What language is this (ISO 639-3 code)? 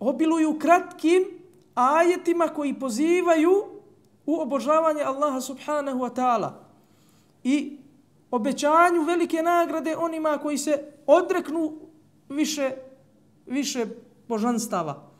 bos